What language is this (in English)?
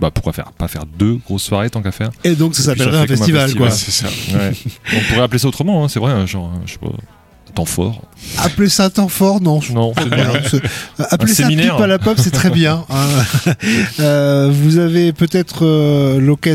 French